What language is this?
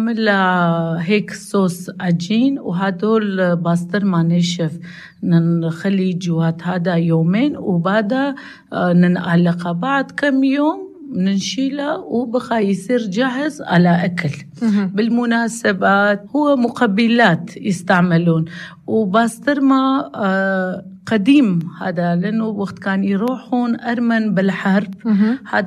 North Levantine Arabic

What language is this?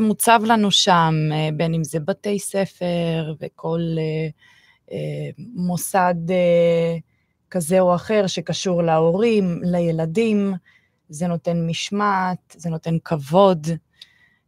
Hebrew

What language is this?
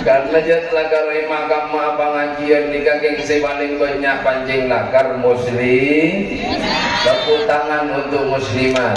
Madurese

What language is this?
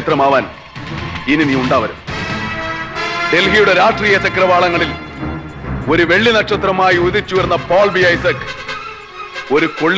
Malayalam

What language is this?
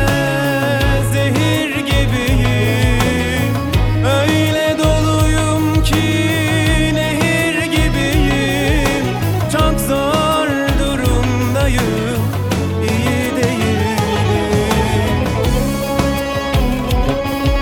Turkish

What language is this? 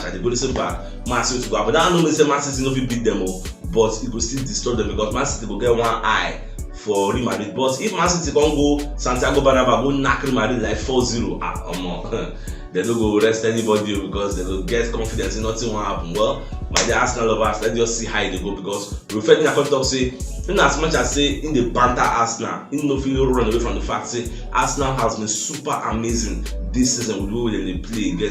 Nigerian Pidgin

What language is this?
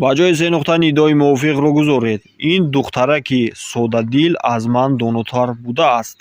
Tajik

